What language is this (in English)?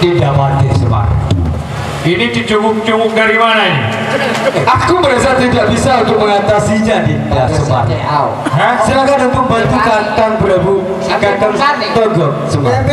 Sasak